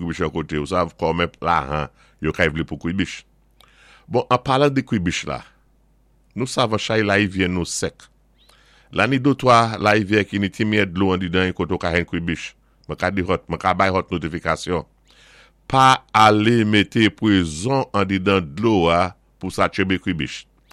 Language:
Saint Lucian Creole French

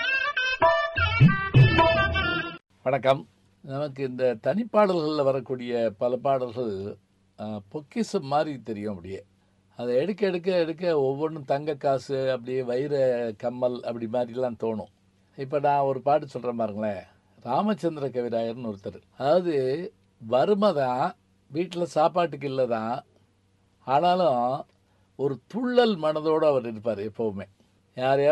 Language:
Tamil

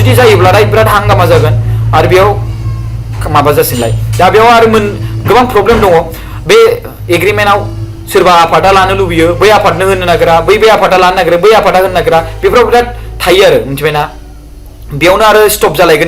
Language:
Bodo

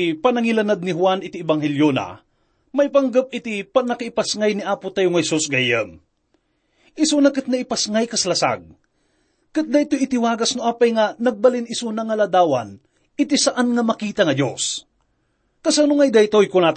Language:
Iloko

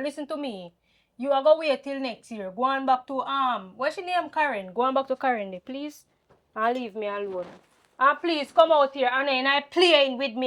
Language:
Jamaican Creole English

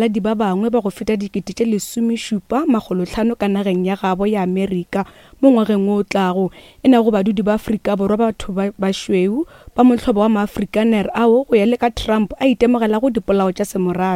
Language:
Northern Sotho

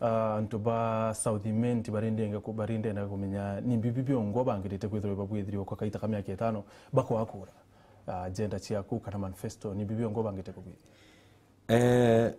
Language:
Meru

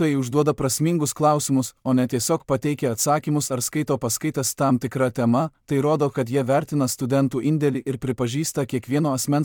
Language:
Lithuanian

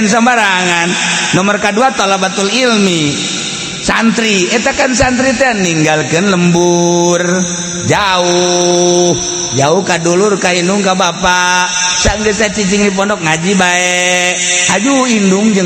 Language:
Sundanese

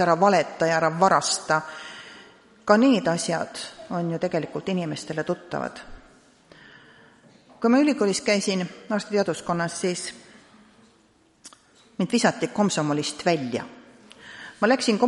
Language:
Estonian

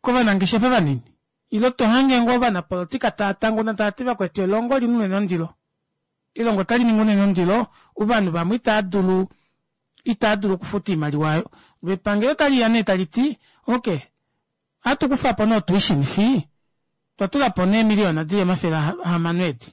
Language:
Kuanyama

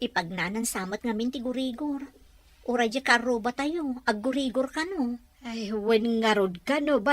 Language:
Iloko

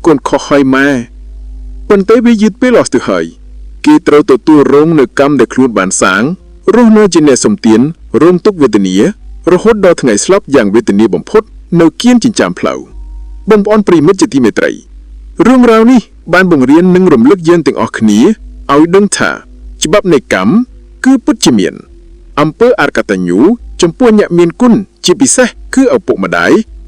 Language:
Khmer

